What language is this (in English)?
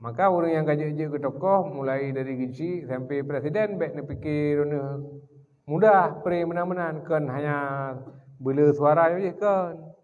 Achinese